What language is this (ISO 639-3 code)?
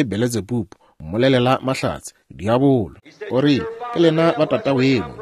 nso